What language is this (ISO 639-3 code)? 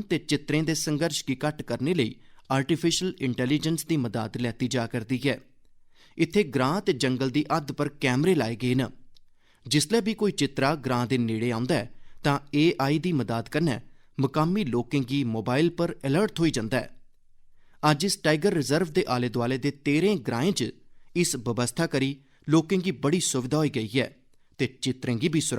doi